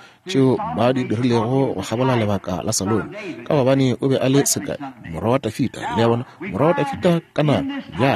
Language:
Northern Sotho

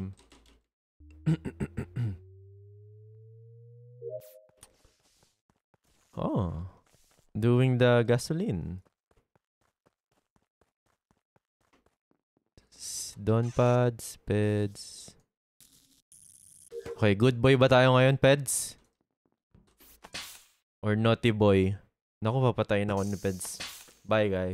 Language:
Filipino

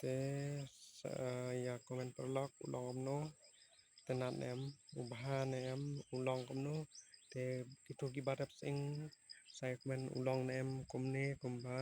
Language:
Khasi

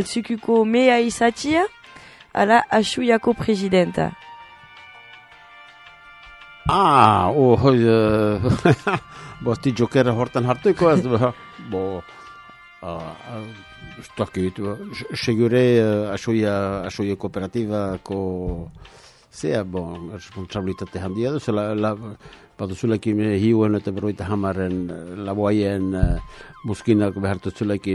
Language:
Basque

